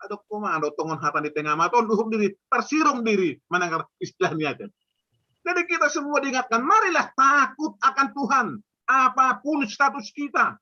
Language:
Batak Simalungun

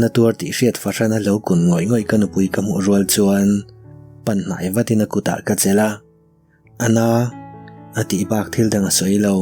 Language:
Mizo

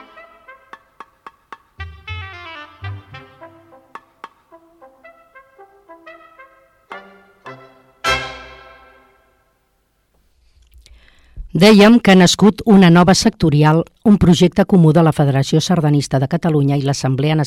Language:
Catalan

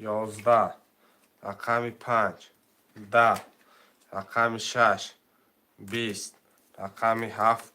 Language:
Tajik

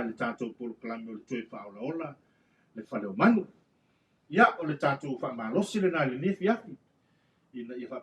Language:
Samoan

